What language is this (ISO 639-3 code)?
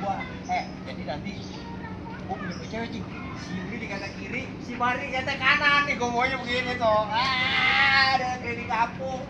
bew